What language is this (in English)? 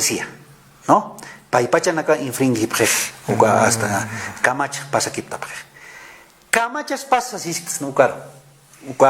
Aymara